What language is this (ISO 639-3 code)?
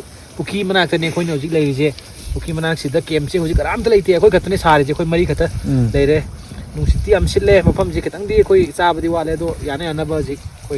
mni